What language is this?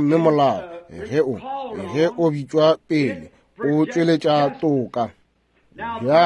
Northern Sotho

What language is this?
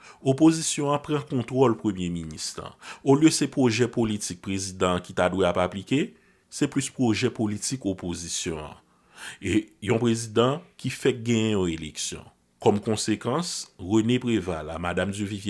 Haitian Creole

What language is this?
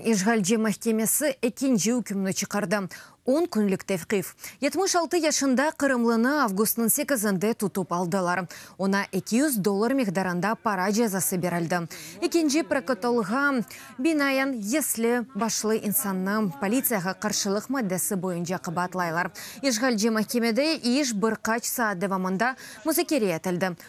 Crimean Tatar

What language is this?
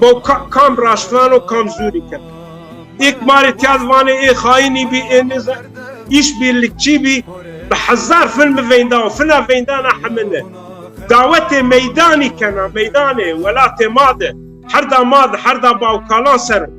Zaza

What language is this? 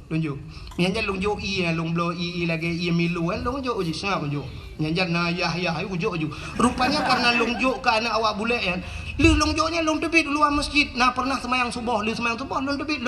Achinese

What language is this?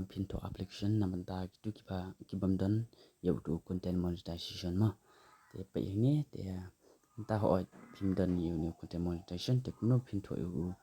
Khasi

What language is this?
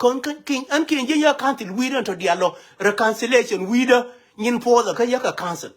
Nuer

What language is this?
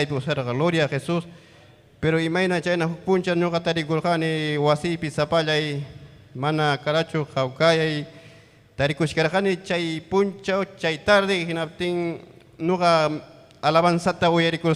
Ayacucho Quechua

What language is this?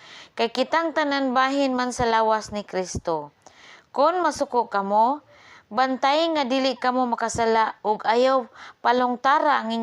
Cebuano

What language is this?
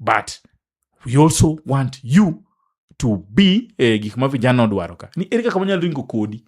Luo (Kenya and Tanzania)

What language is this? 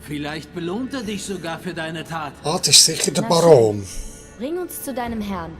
Swiss German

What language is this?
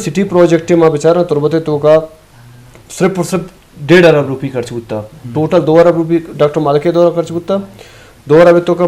Eastern Balochi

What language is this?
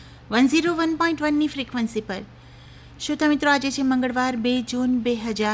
Gujarati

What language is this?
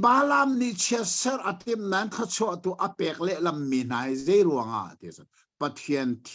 Hakha Chin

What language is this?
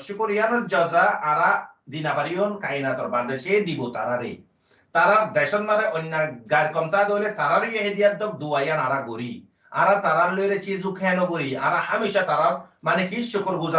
Rohingya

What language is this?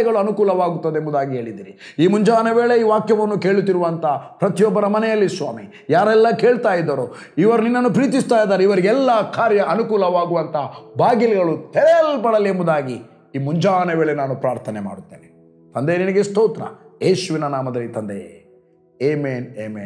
Kannada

